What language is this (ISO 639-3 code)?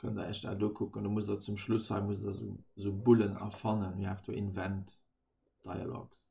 ltz